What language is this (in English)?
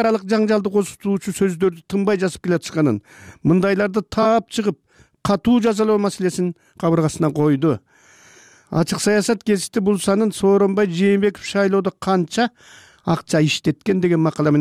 Kyrgyz